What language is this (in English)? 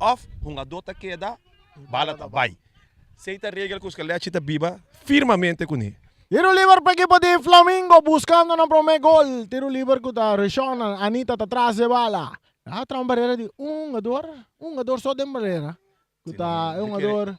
Papiamento